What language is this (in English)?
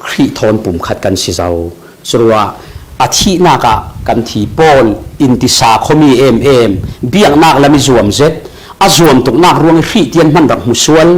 Falam Chin